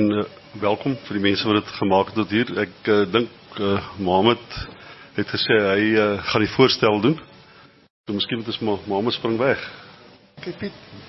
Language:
Afrikaans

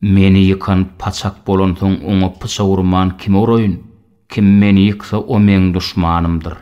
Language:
Turkmen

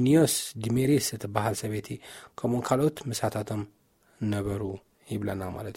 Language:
Tigrinya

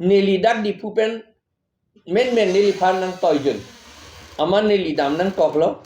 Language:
Karbi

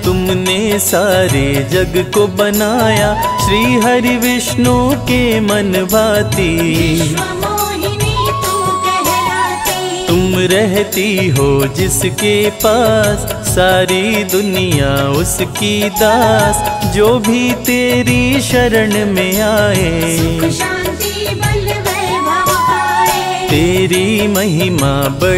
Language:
Hindi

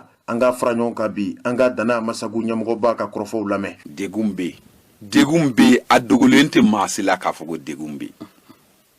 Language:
Bambara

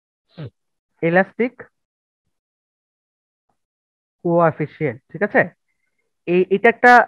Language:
Bangla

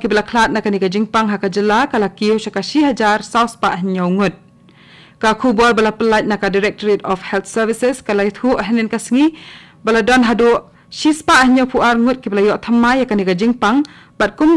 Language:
Khasi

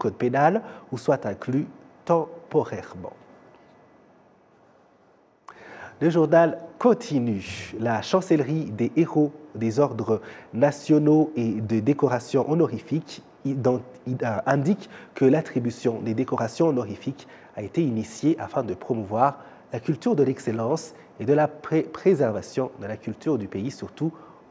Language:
French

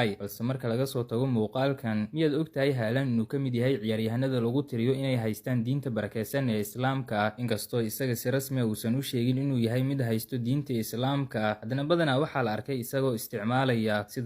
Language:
Somali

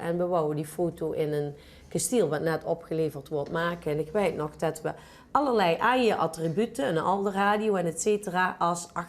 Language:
Limburgish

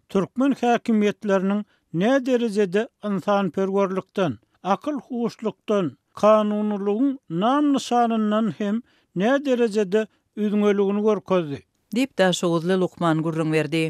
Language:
Turkmen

